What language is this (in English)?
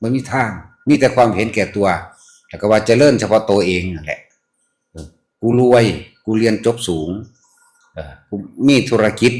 Northeastern Thai